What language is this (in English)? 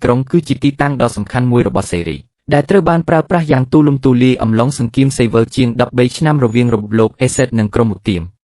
Khmer